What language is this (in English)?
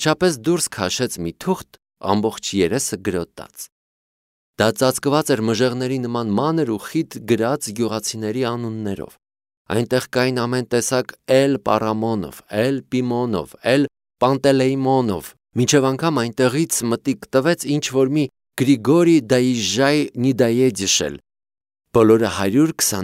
Armenian